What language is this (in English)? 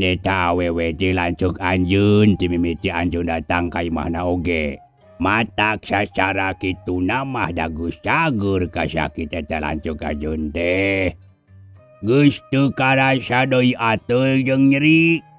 Sundanese